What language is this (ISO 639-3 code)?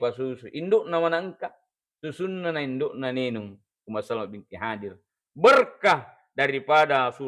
bug